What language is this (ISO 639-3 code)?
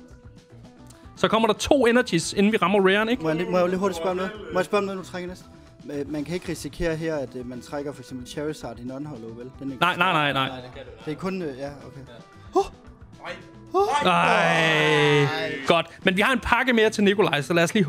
dan